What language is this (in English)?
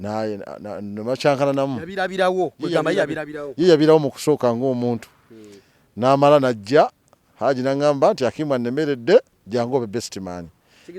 Ganda